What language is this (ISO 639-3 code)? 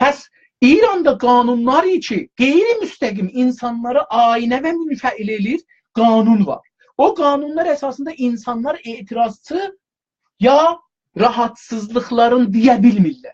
azb